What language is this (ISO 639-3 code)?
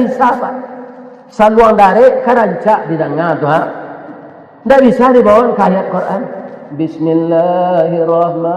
min